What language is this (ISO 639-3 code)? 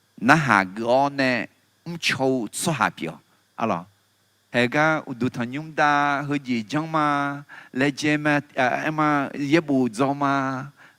ahk